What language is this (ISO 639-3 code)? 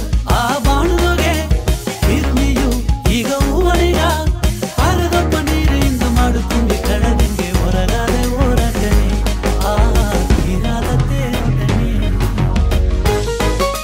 kan